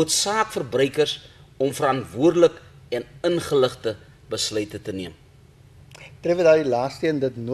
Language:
Afrikaans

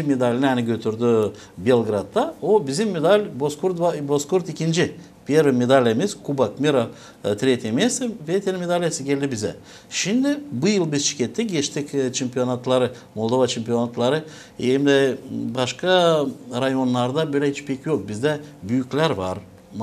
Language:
Gagauz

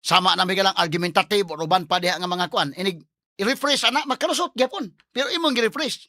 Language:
Cebuano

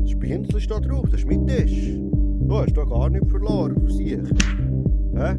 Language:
Swiss German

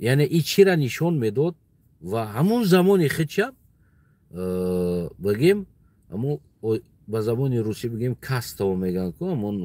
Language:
Tajik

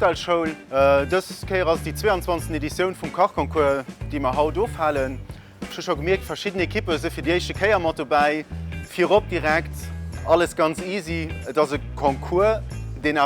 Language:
Luxembourgish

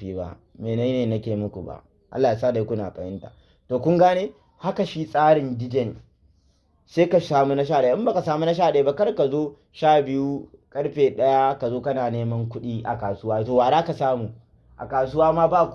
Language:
Hausa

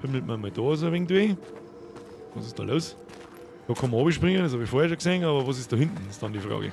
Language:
Bavarian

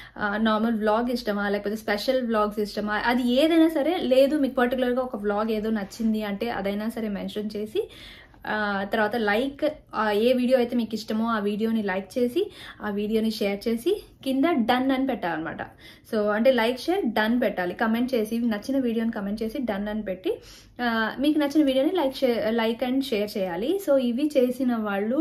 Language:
Telugu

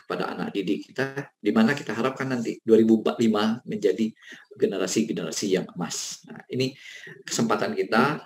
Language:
Indonesian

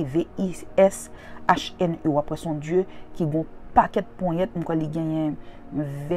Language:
Haitian Creole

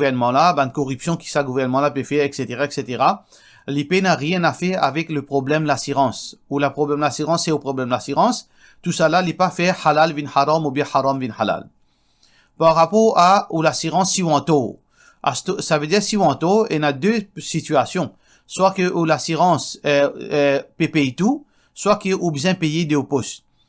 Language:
Morisyen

